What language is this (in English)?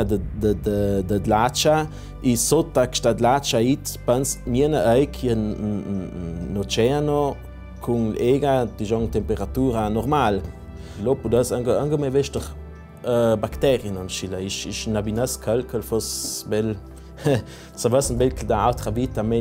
Ladin